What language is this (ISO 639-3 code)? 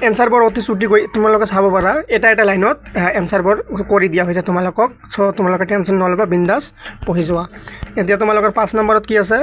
asm